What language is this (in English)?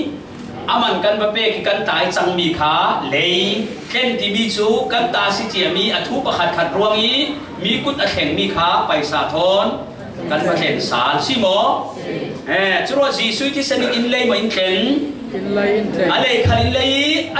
Falam Chin